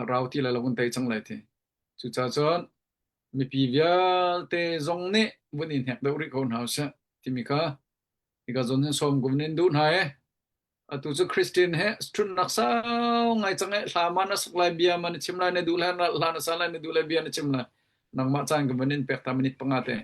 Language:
Hakha Chin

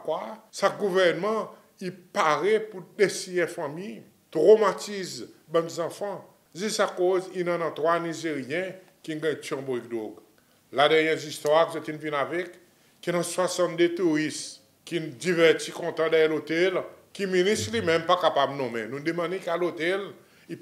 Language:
Seselwa Creole French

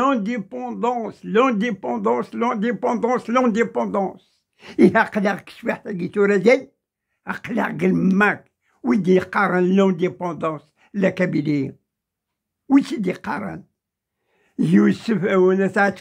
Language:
Kabyle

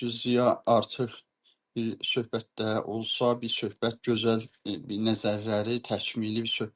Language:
South Azerbaijani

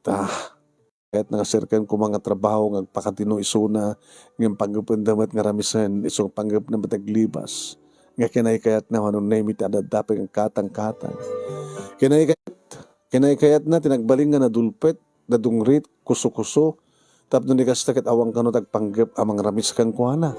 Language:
Iloko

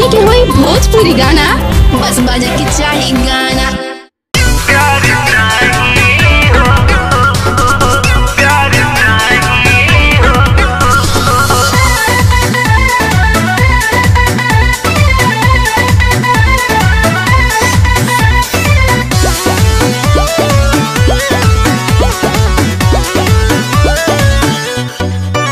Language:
Bhojpuri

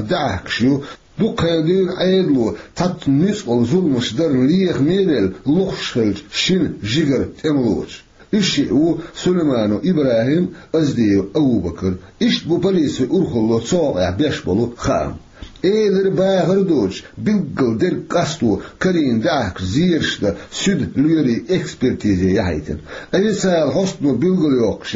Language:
Chechen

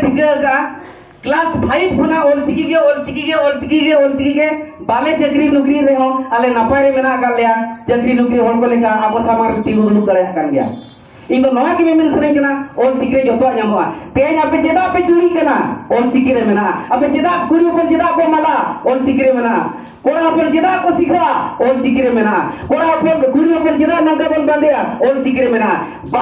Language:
Santali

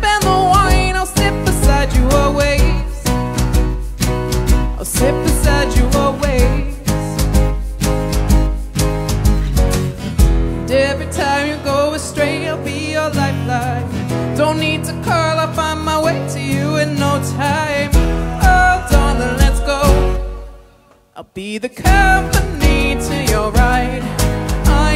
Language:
English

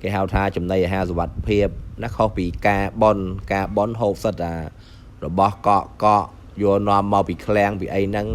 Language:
Khmer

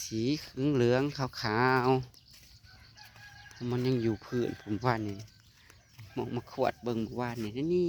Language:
Northeastern Thai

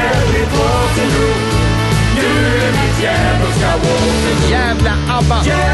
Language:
Swedish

